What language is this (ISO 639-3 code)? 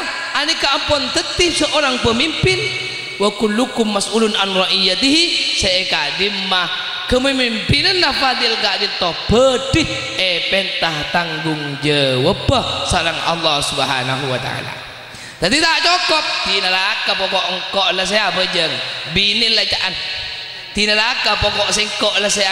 mad